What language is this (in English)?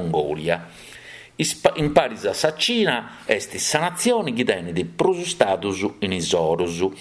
Sardinian